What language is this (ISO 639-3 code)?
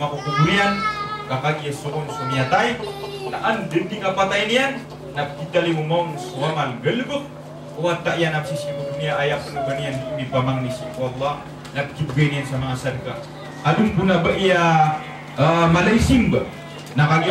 mrw